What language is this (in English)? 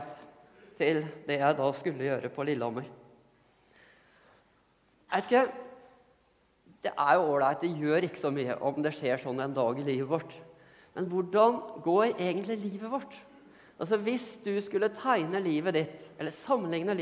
Norwegian